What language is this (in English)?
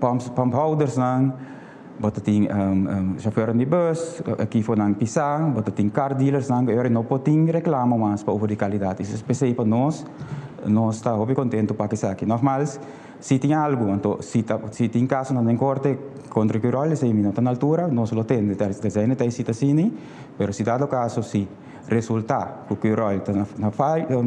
Papiamento